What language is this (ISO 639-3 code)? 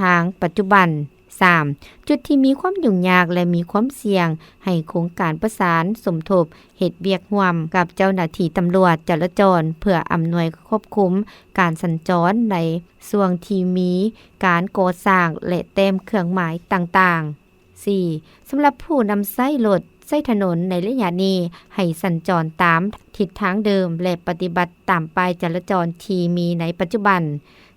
lao